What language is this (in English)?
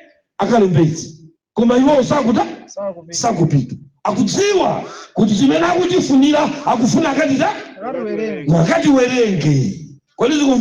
Nyanja